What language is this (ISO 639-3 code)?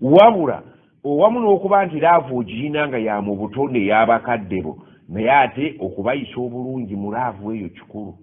lug